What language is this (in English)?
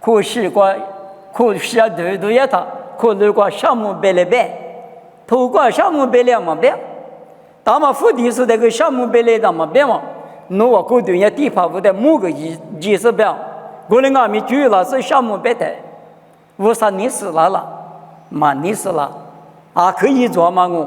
Lisu